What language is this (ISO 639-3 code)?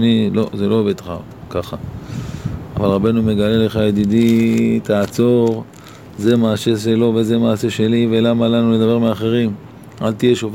heb